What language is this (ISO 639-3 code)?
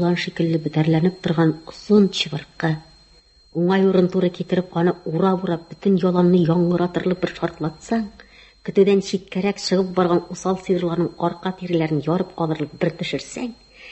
tat